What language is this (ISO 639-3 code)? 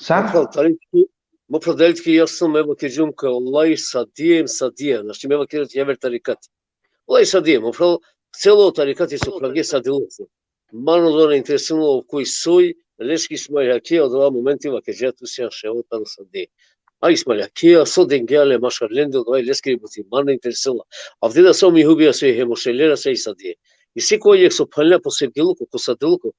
rmn